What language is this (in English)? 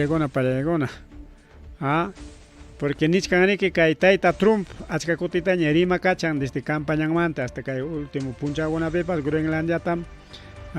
Ayacucho Quechua